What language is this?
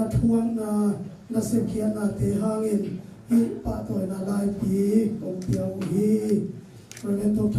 Tedim Chin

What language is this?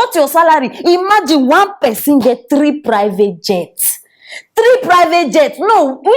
Nigerian Pidgin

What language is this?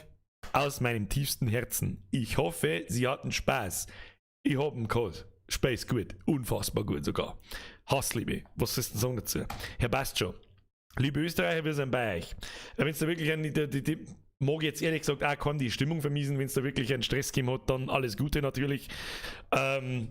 Bavarian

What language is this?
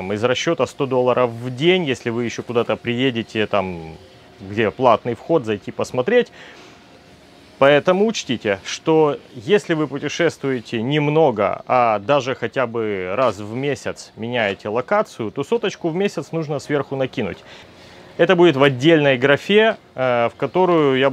Russian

